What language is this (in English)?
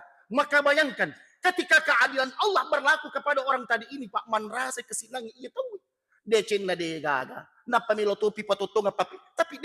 Buginese